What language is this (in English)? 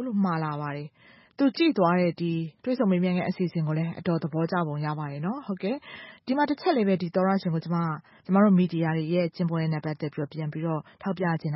Burmese